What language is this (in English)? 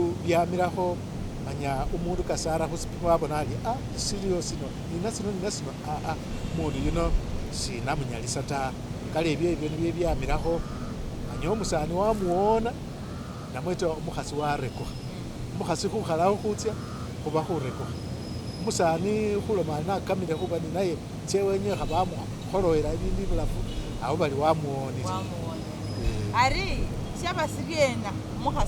Masaaba